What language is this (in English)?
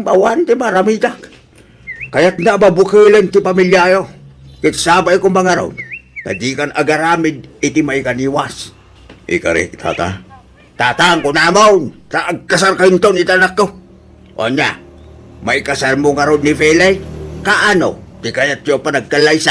Iloko